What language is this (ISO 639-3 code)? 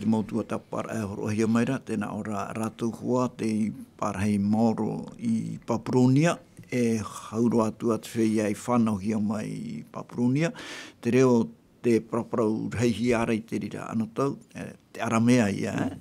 tah